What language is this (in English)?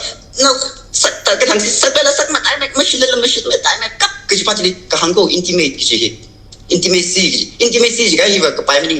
Tangkhul Naga (India)